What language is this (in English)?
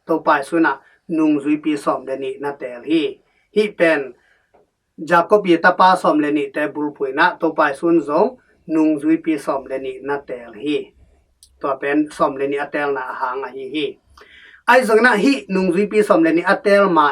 Tedim Chin